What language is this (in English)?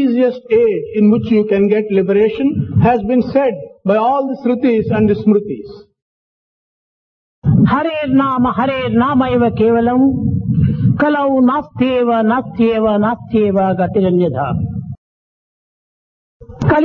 Telugu